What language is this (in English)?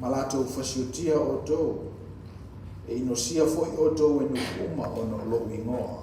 Samoan